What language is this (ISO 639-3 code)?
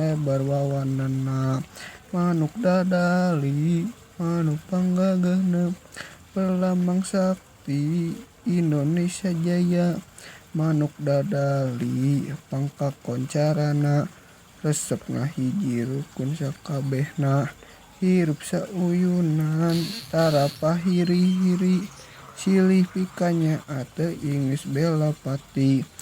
sun